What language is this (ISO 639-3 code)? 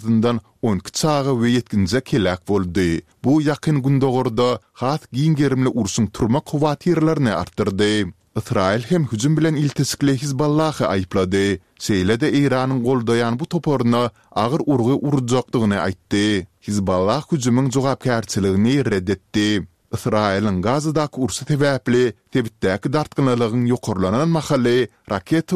kir